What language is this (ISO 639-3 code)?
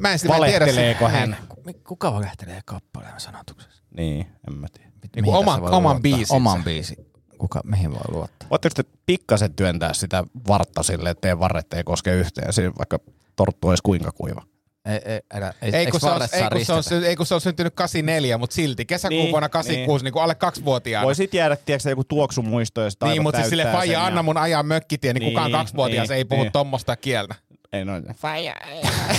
fin